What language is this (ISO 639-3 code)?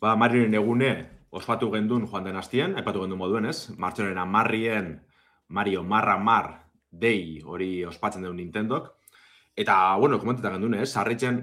eus